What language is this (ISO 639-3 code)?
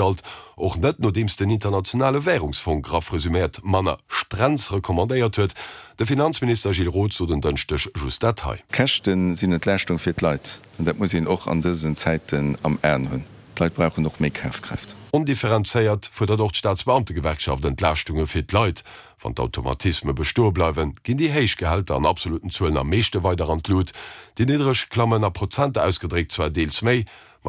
ltz